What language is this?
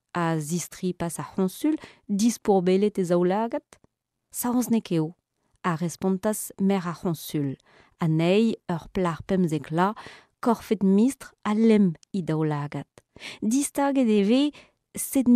Breton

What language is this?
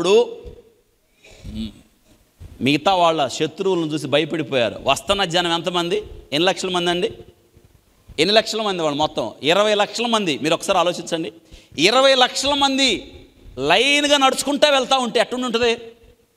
Telugu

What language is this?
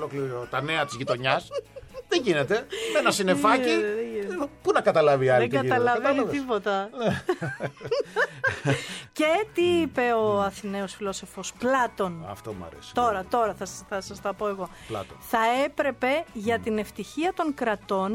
Greek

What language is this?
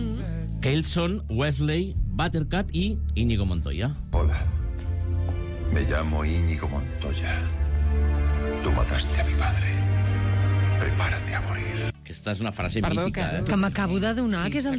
Catalan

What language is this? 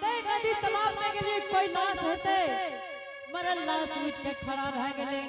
Angika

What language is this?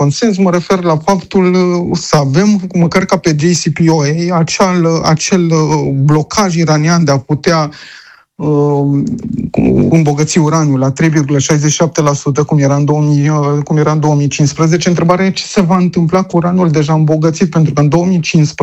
Romanian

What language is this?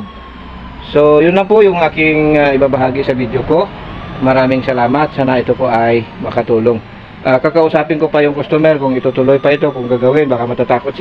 Filipino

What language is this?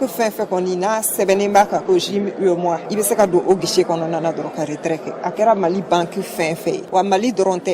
Bambara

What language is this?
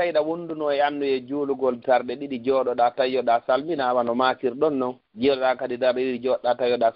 Fula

